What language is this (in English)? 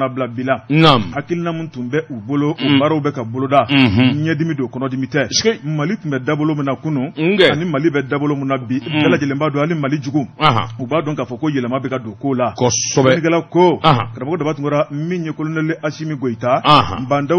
Bambara